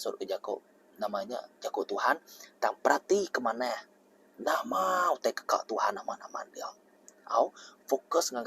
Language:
Iban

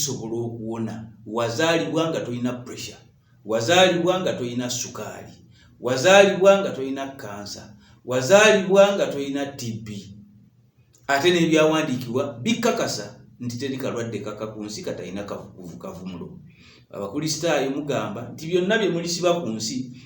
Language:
Ganda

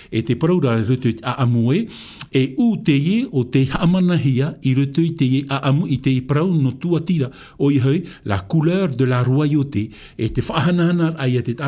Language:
Tahitian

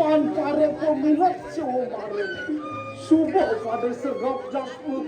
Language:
Balinese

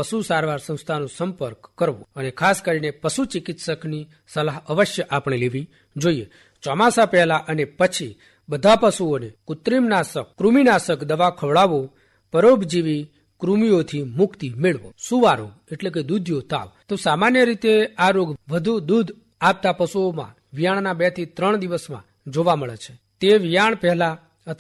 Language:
Gujarati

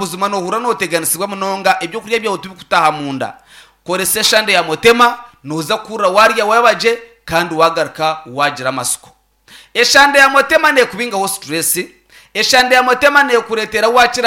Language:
Nyankole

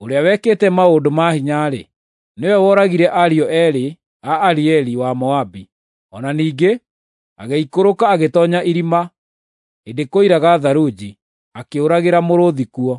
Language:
Kikuyu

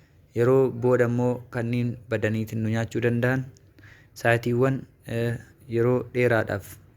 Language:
Oromo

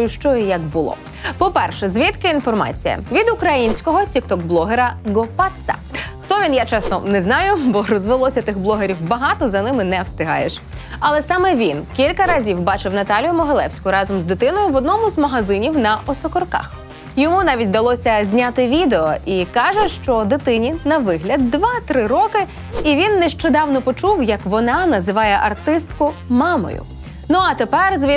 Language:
Ukrainian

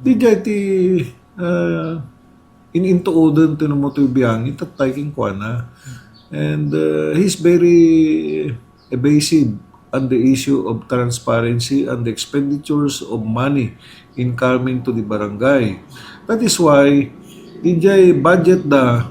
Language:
Iloko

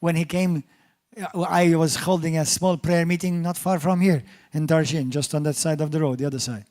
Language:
English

